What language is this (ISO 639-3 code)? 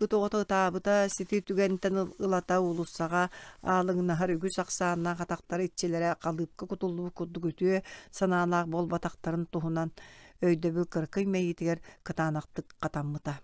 sah